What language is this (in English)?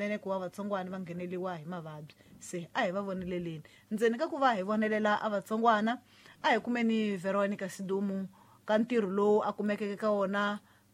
Tsonga